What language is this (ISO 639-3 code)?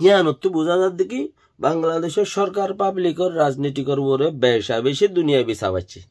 rhg